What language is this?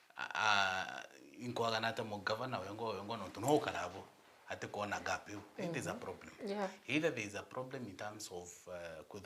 Meru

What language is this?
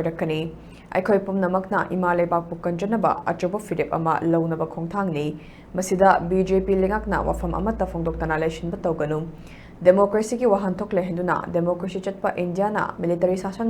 Manipuri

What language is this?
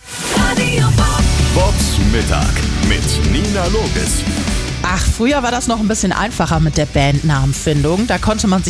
German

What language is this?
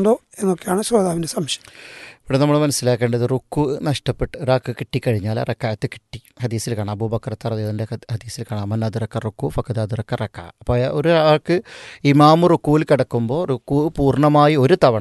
Malayalam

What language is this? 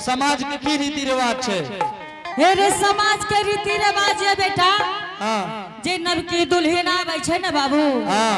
Angika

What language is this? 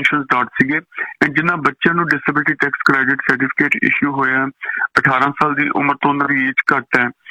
Punjabi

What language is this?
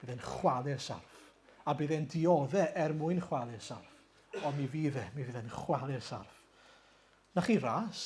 Welsh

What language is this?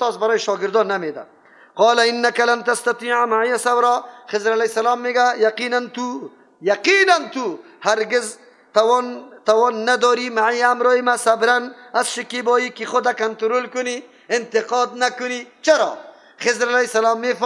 Persian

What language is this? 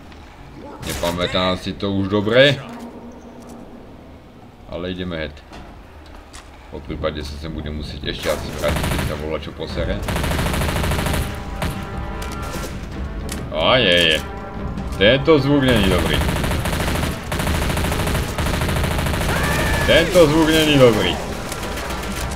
Slovak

